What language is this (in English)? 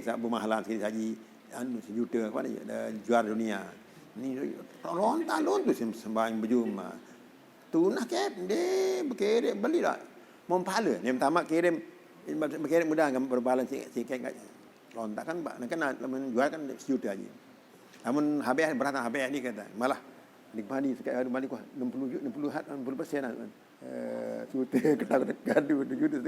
Sasak